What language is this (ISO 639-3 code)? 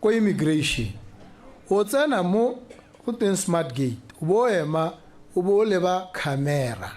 tsn